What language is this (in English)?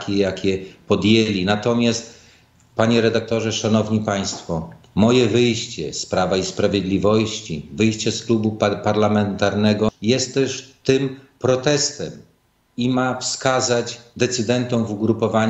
Polish